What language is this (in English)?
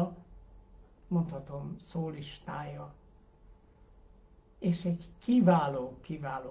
Hungarian